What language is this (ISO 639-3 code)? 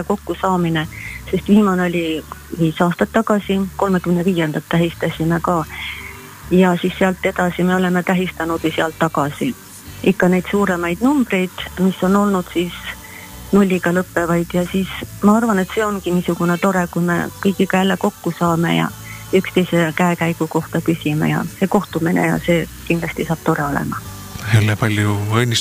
est